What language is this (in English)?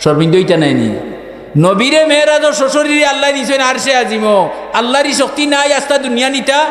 Sylheti